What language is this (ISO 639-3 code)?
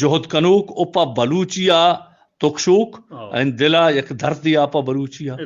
bgp